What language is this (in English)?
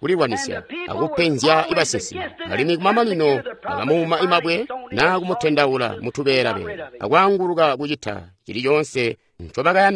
Tonga (Zambia)